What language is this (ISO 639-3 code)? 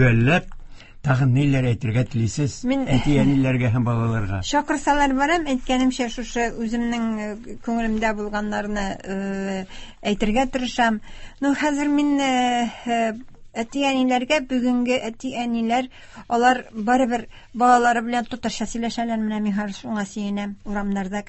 tat